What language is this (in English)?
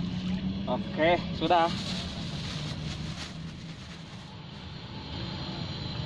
Indonesian